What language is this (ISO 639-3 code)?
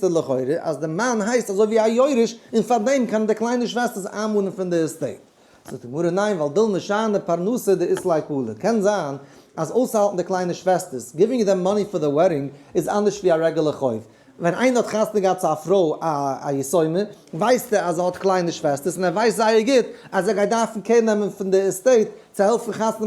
yid